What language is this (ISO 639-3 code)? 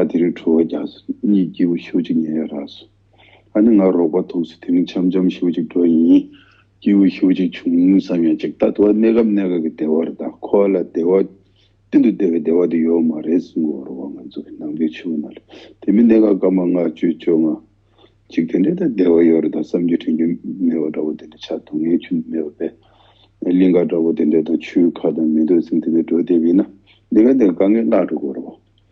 bod